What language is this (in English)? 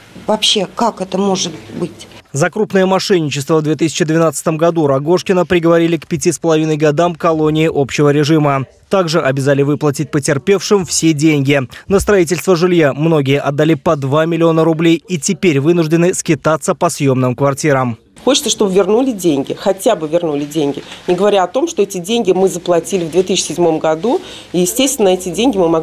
Russian